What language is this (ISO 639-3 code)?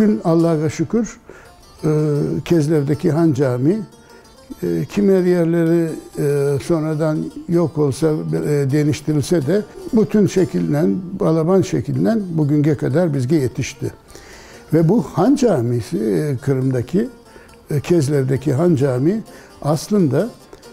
crh